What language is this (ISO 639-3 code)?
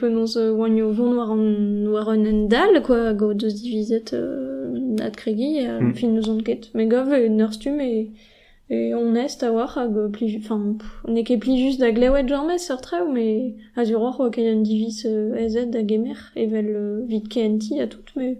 bre